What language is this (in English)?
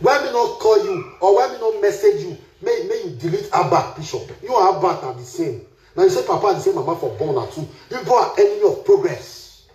Nigerian Pidgin